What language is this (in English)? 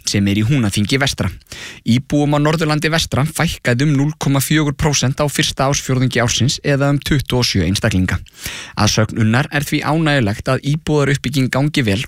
Icelandic